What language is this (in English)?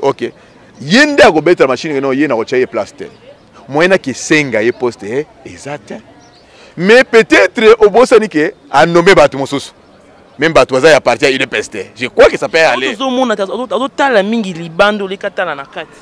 Lingala